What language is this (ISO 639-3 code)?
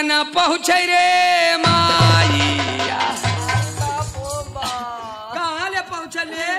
bho